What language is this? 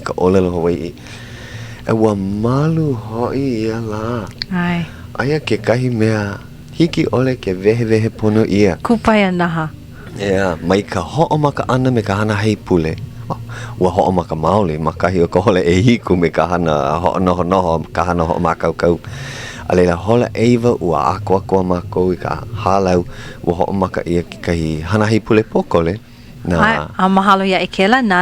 Hawaiian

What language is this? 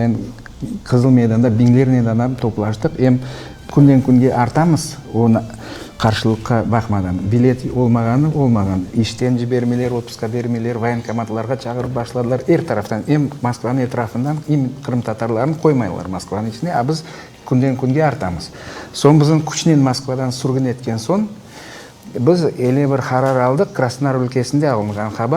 Crimean Tatar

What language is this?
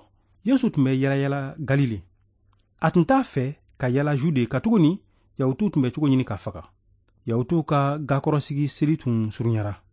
Bambara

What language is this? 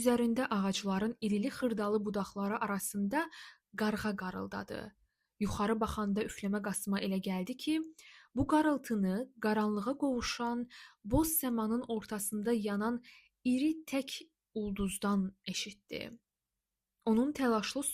Azerbaijani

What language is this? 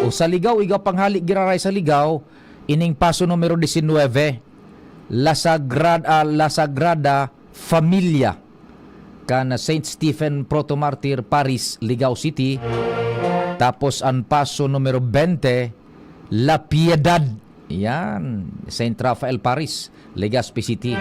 Bikol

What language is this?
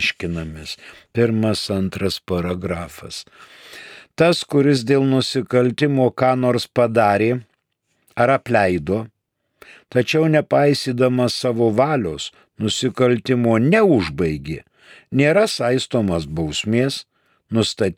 Lithuanian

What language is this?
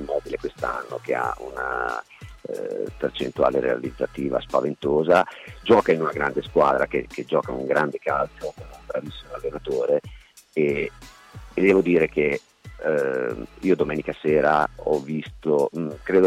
Italian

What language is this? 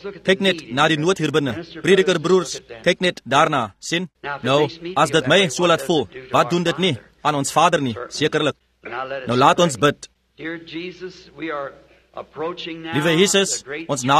Afrikaans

